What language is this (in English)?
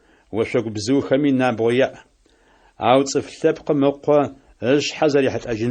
Adyghe